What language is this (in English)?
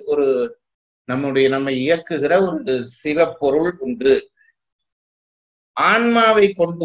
Tamil